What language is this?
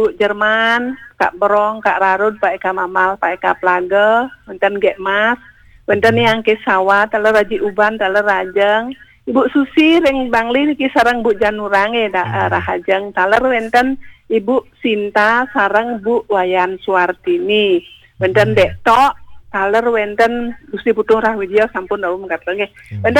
Balinese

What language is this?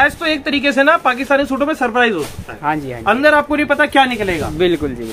Hindi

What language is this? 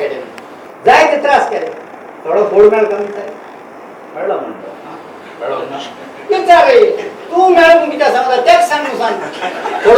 Konkani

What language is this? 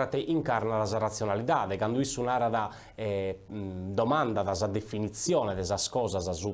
Sardinian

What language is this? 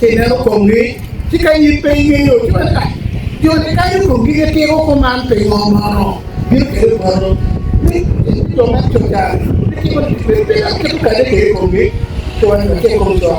Acoli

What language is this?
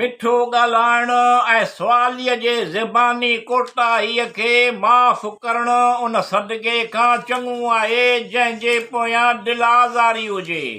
Sindhi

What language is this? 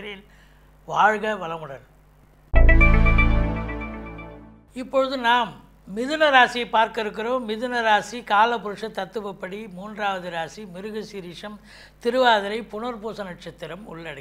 Tamil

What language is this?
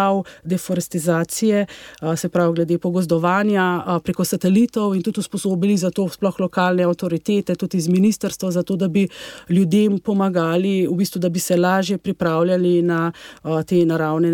Slovenian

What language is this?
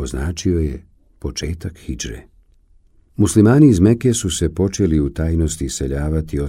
Bosnian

